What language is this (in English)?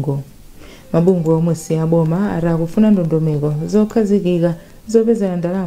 Nyanja